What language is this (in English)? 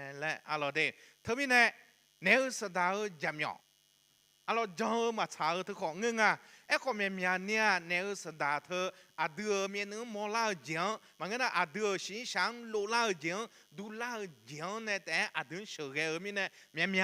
Akha